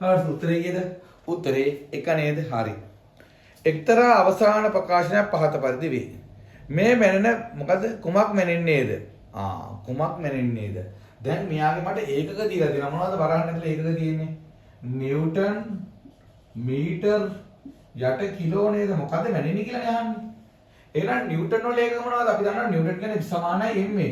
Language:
Sinhala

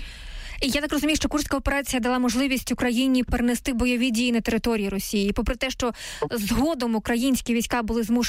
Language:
Ukrainian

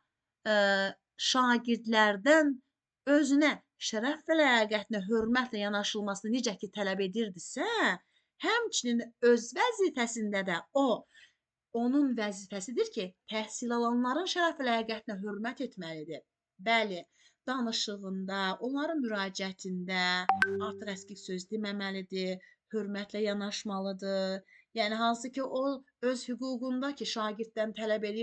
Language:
Azerbaijani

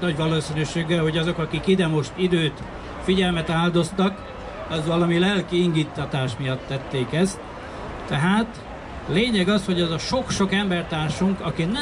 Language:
Hungarian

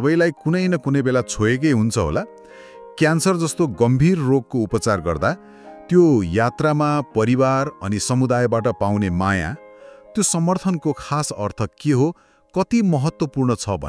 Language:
Nepali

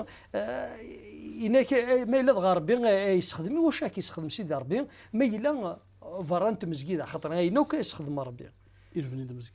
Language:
Kabyle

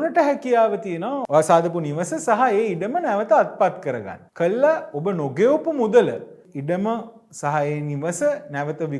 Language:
Sinhala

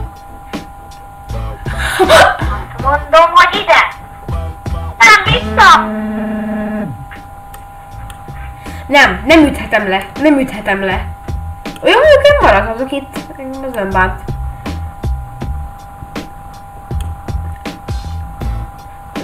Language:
Hungarian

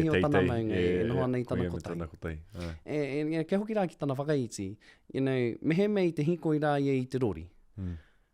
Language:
Māori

